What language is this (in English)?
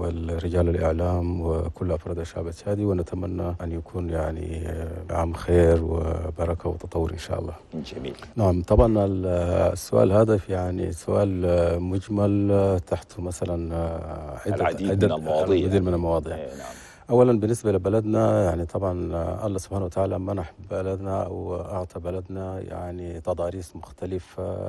Chadian Arabic